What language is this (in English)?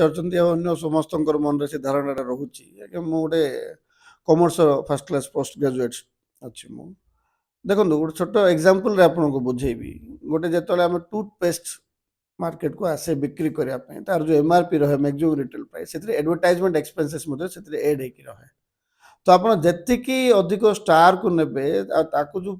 Odia